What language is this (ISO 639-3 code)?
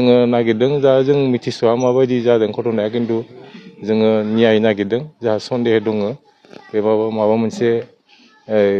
brx